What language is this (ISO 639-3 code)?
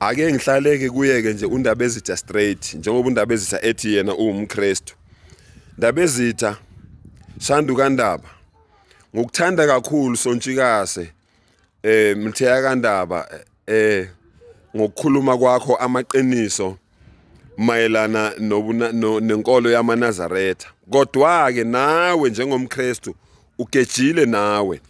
zul